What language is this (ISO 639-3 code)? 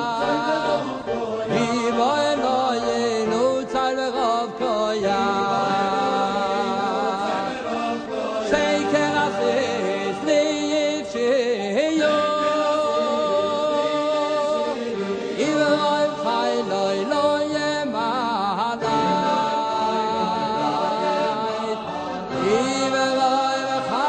heb